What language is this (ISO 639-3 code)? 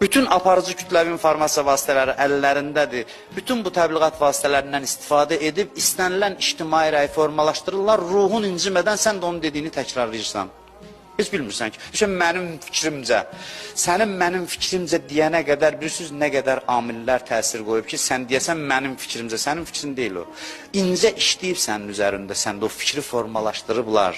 aze